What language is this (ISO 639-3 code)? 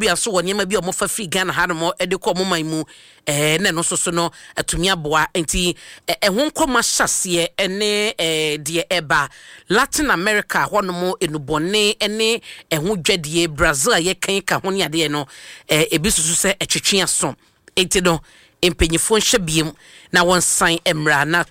aka